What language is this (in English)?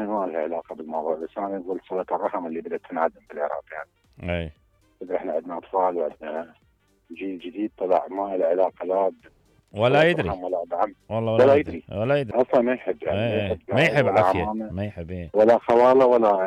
Mesopotamian Arabic